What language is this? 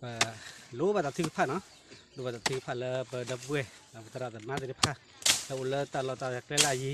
S'gaw Karen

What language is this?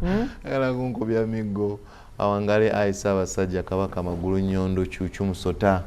Ganda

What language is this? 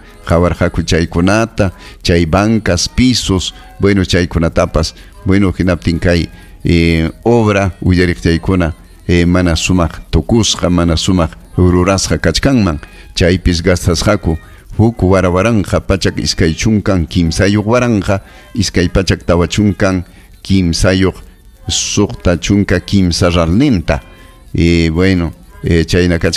Ayacucho Quechua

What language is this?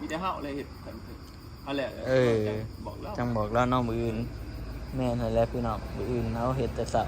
Northeastern Thai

